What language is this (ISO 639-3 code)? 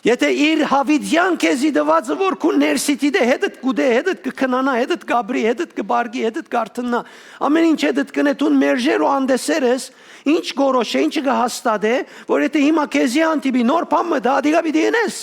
hyw